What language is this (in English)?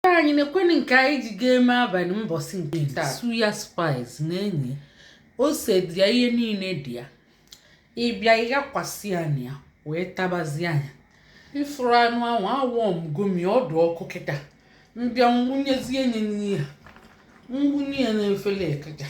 Igbo